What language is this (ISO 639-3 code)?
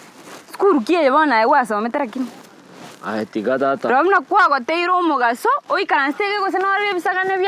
guz